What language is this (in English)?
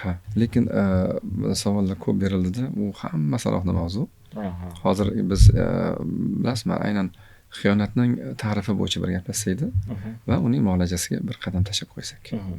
Uzbek